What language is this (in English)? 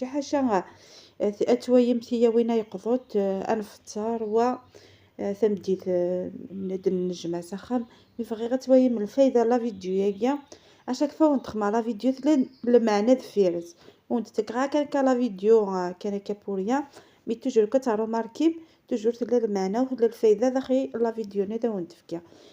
Kabyle